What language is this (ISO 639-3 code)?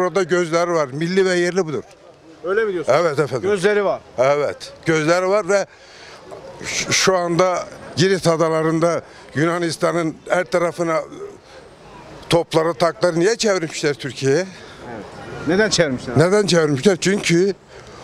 tur